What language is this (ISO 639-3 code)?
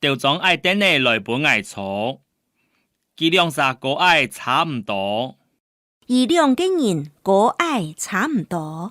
hak